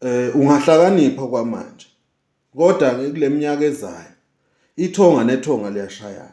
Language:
Zulu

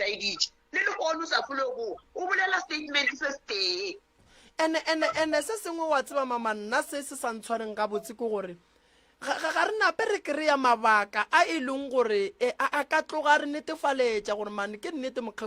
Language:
Northern Sotho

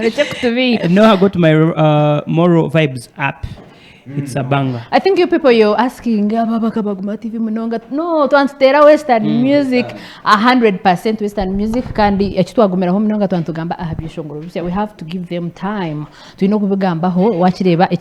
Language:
Nyankole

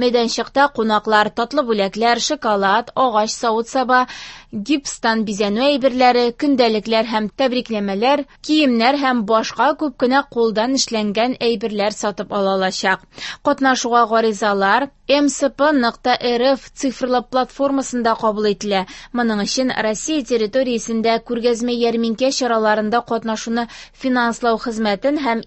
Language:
Tatar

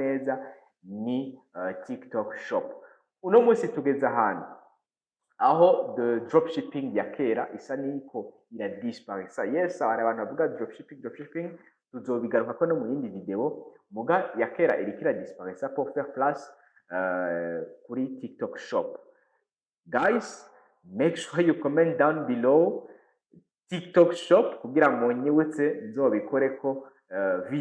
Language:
Rundi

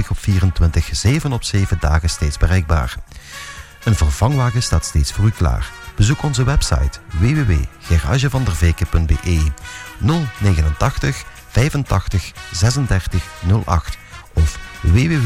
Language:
Dutch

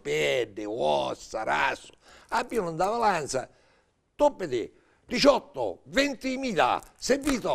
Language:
Sicilian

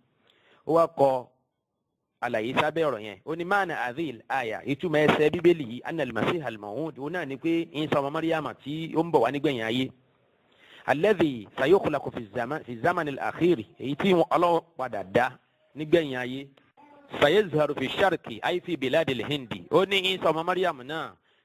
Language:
Yoruba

